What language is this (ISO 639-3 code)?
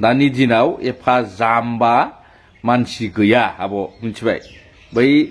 brx